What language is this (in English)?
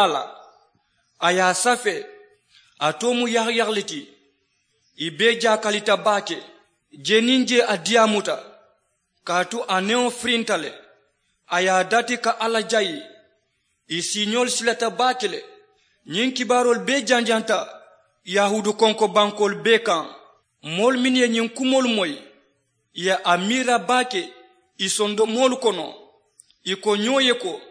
Mandingo